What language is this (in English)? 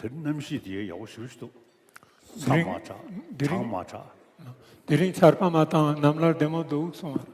Ladakhi